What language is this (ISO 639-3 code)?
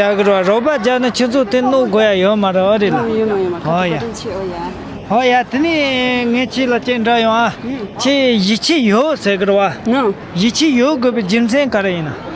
bod